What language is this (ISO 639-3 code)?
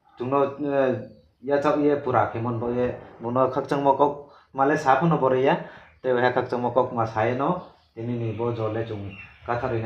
ria